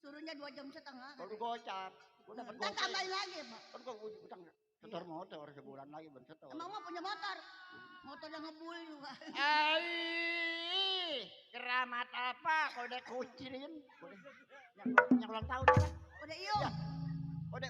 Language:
Betawi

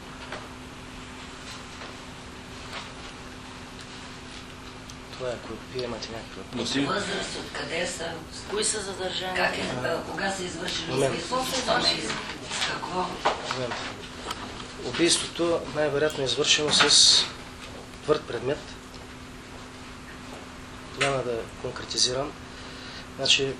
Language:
Bulgarian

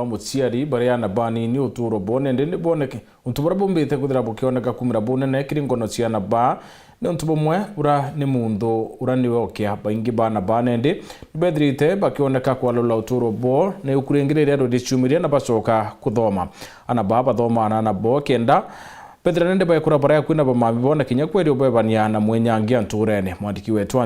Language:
Meru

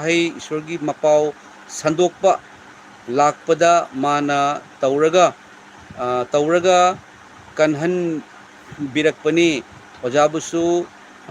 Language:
Manipuri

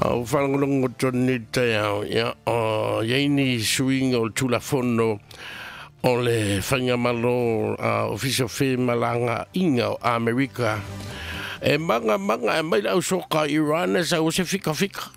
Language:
Samoan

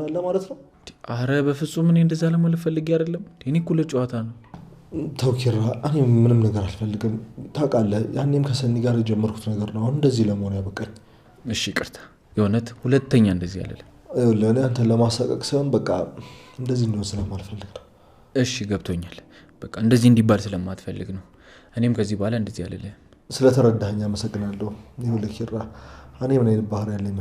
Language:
Amharic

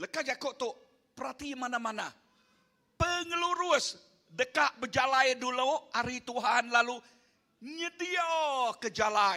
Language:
Iban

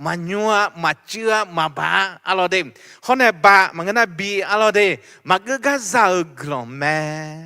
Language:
Akha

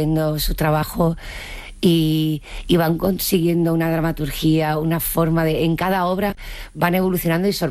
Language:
Spanish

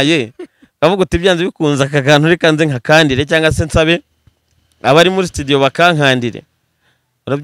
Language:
Kinyarwanda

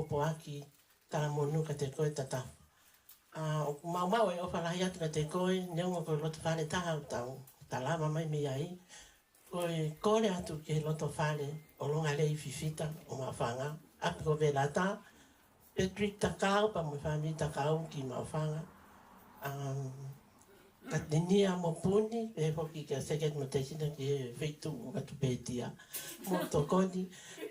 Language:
Tongan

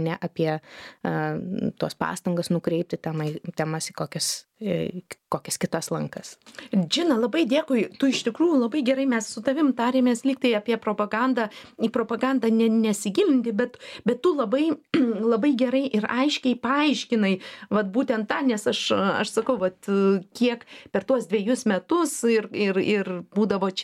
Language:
Lithuanian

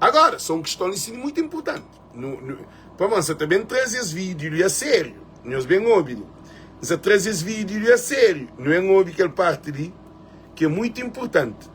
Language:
Kabuverdianu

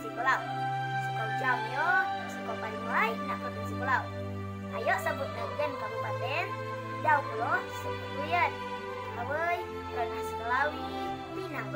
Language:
Rejang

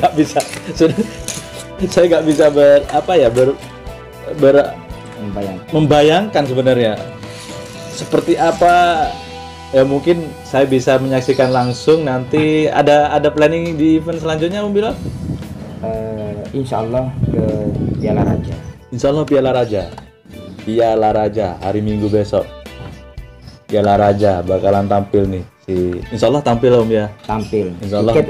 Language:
Indonesian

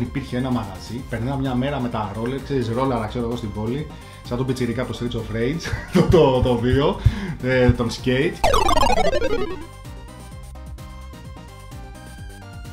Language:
Greek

